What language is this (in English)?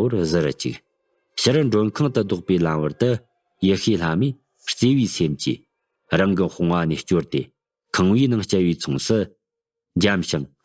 Tibetan